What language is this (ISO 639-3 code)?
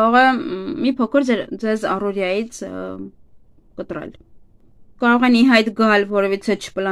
hye